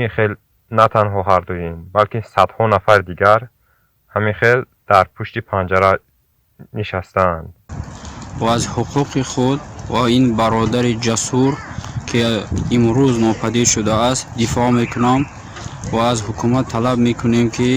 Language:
Tajik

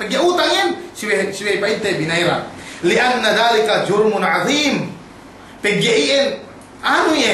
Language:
Yakan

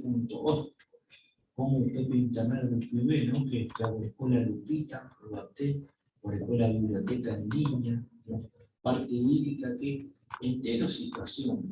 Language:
Guarani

